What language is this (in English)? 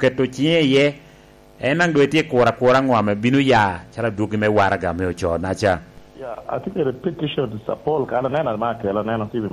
Lango (Uganda)